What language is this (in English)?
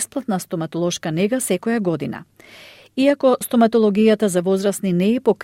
Macedonian